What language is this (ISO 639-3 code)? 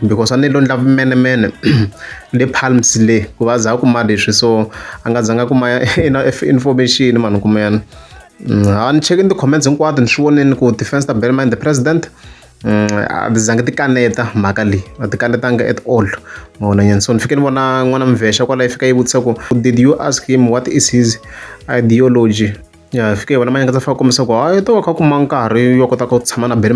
tso